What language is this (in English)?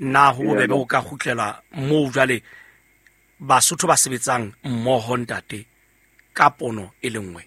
Southern Sotho